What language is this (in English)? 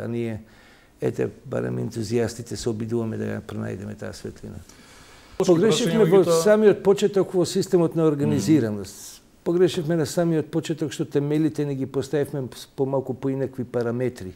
Macedonian